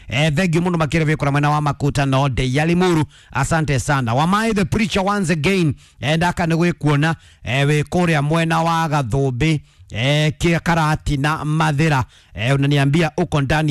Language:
Kikuyu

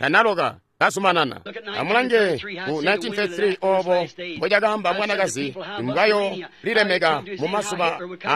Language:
Tonga (Zambia)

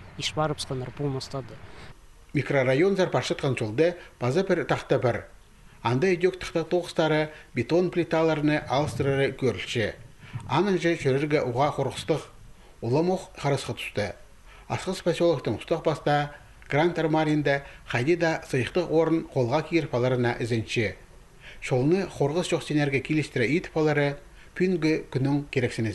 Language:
Khakas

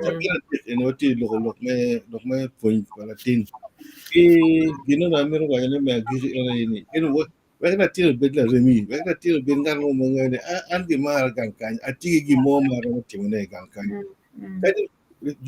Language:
Acoli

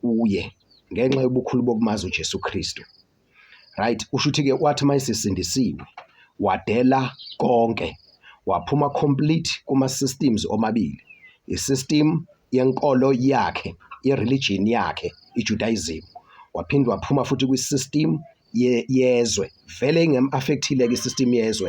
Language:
Zulu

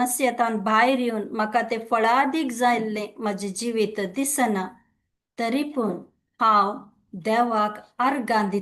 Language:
Konkani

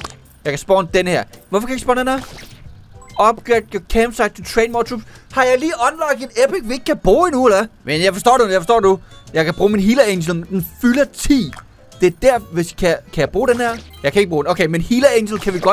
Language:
Danish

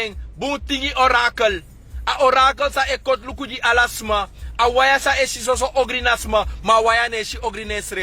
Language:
Sranan Tongo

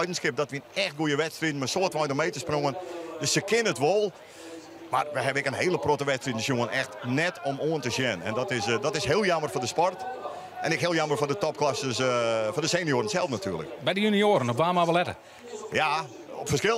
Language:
Western Frisian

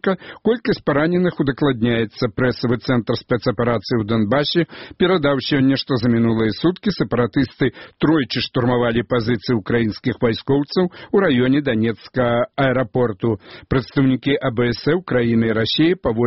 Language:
Belarusian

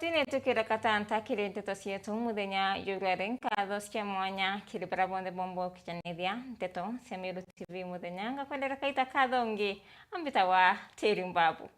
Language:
Meru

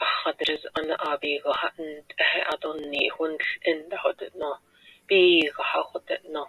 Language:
Navajo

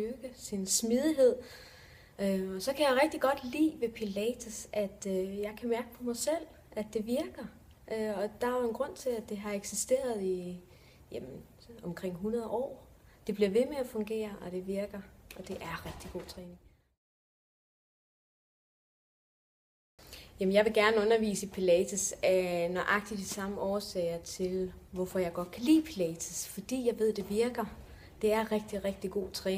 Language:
Danish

